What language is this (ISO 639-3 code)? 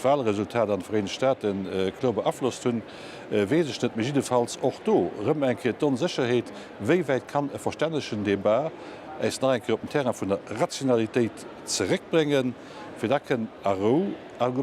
ltz